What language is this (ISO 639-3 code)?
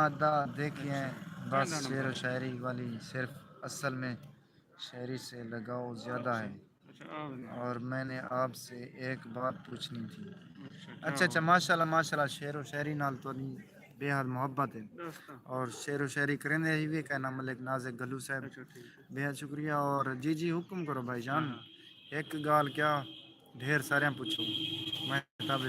skr